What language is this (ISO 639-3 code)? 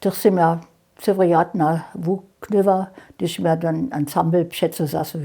hsb